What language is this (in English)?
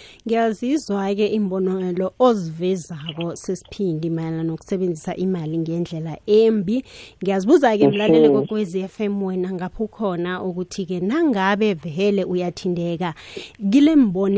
South Ndebele